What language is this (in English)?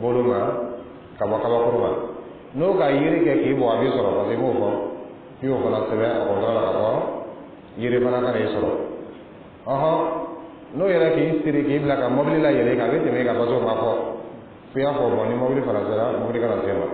Dyula